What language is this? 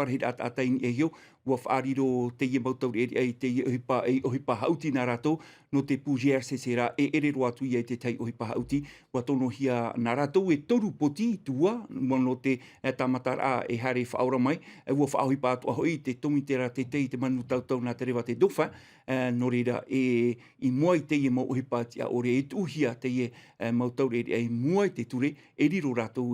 Tahitian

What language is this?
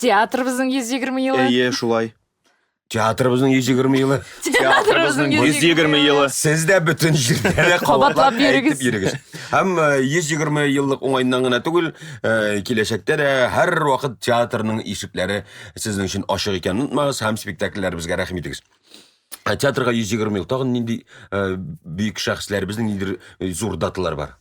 Tatar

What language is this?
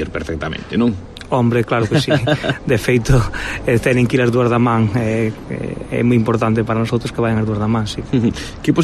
Galician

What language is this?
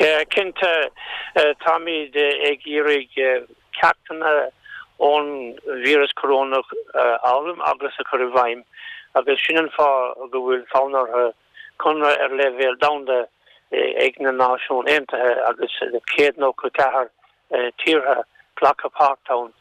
Irish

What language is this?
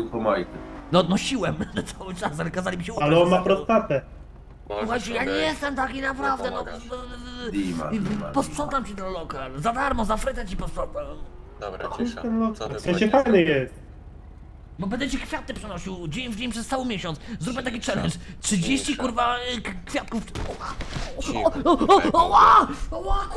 Polish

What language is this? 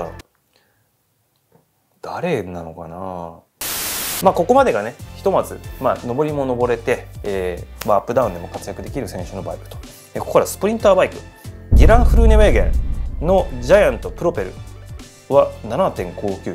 Japanese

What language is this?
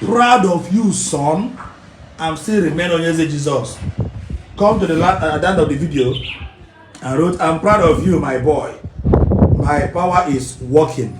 Igbo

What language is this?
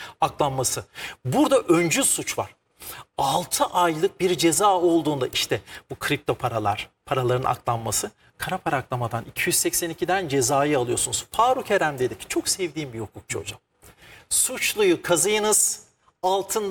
Turkish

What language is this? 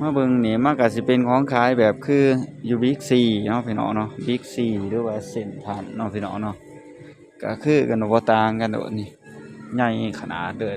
Northeastern Thai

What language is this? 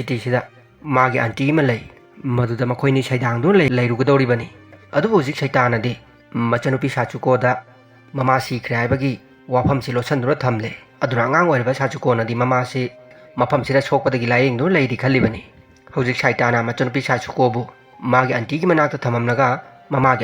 Manipuri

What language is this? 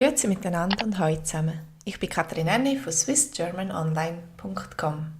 Swiss German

